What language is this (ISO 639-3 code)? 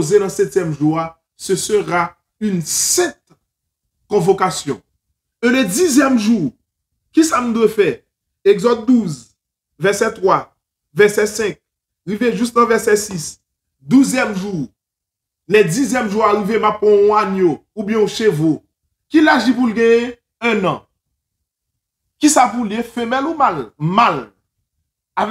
fra